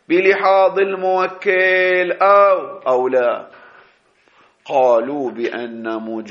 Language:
Arabic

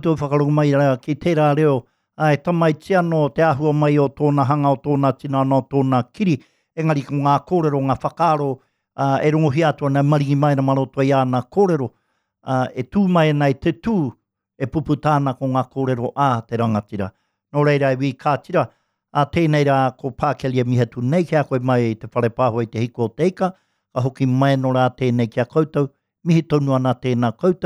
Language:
Māori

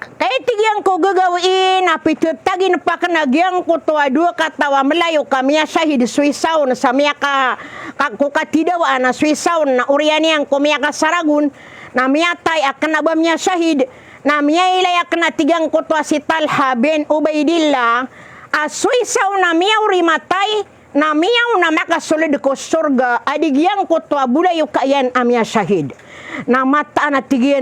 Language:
Maranao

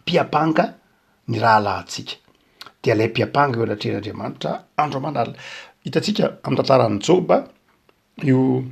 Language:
Malagasy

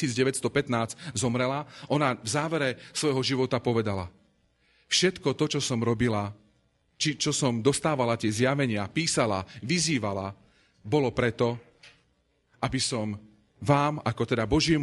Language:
Slovak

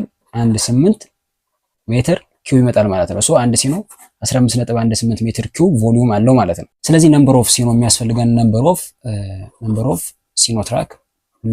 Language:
Amharic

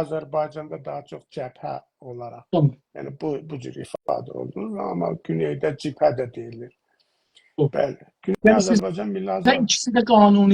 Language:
South Azerbaijani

